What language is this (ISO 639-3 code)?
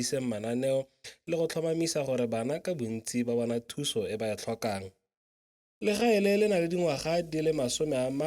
tsn